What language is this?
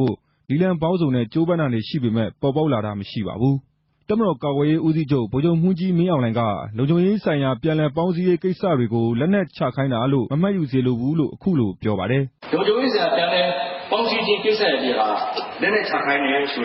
Burmese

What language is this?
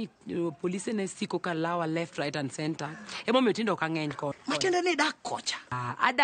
Luo (Kenya and Tanzania)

